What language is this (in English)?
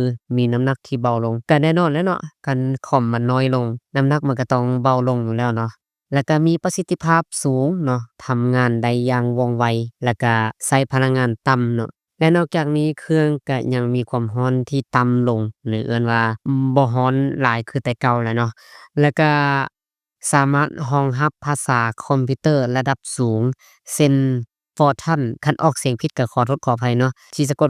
Lao